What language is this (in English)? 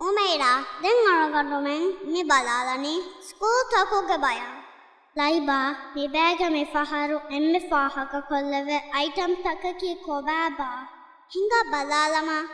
Divehi